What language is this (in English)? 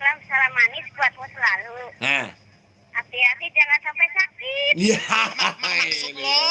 Betawi